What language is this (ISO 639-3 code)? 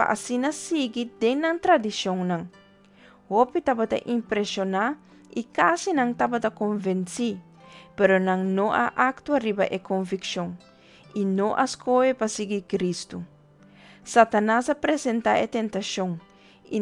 pap